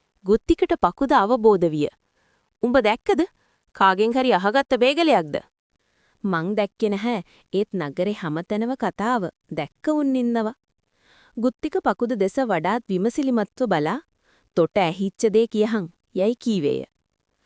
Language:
Sinhala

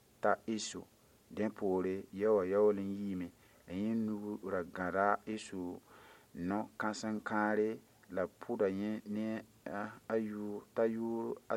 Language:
Mossi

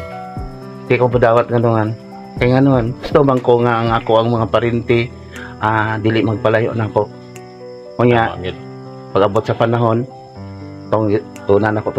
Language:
Cebuano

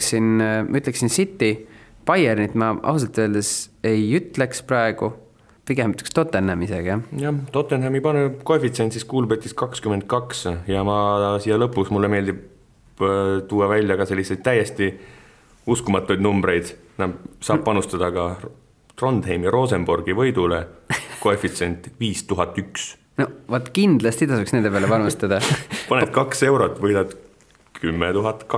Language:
Estonian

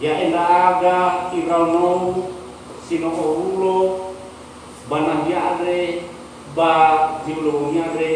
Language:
Nias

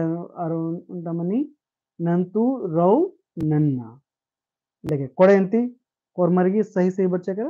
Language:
Kurukh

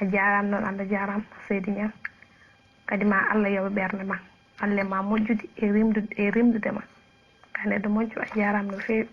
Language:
Fula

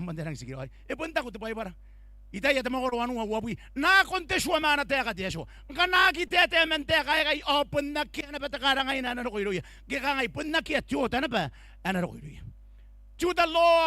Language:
Gilbertese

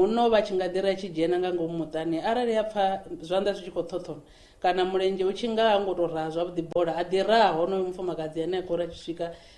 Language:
Venda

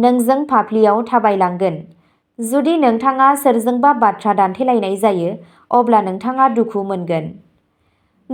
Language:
Bodo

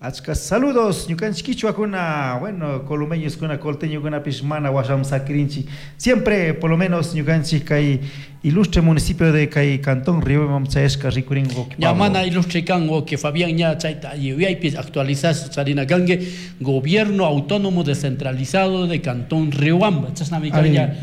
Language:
Chimborazo Highland Quichua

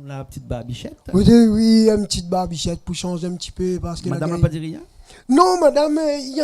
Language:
Réunion Creole French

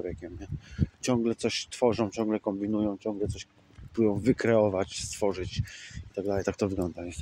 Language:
Polish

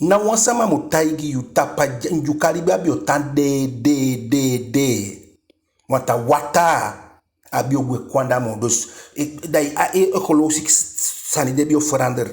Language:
Eastern Maroon Creole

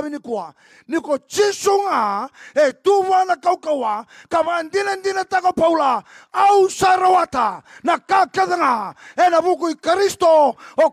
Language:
Fijian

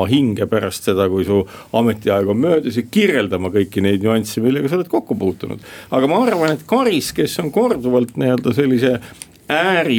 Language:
Estonian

